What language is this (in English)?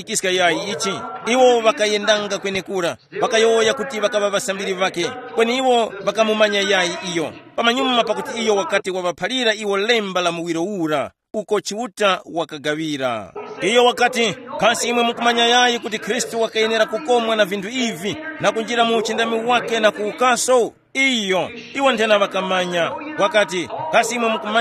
Tumbuka